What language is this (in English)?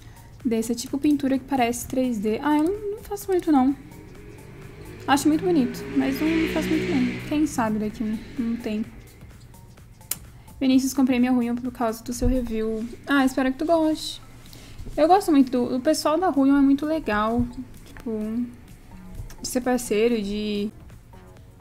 Portuguese